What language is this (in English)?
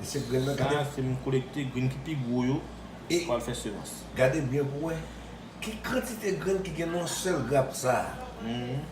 Haitian Creole